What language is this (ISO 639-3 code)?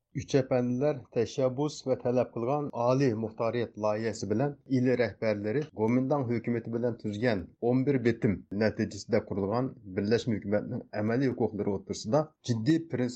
uig